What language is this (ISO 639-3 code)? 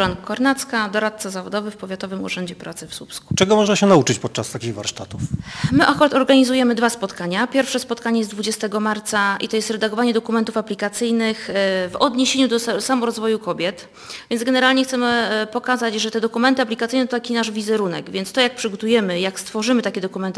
pol